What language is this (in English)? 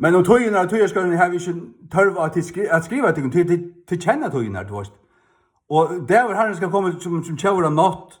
Faroese